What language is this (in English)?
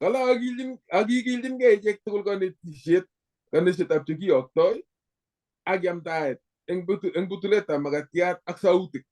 Kalenjin